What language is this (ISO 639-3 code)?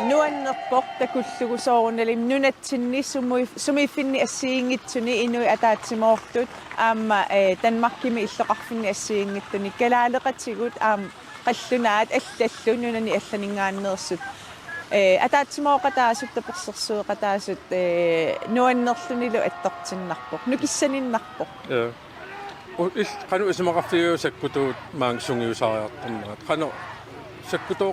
kal